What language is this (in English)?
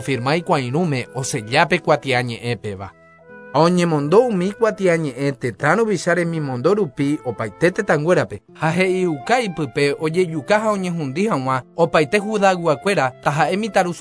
Guarani